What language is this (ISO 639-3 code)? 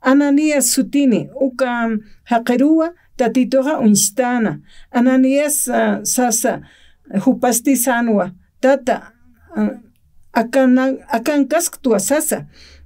aym